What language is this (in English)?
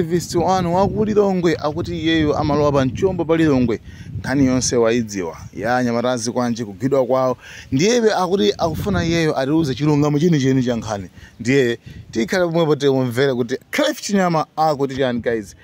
Nyanja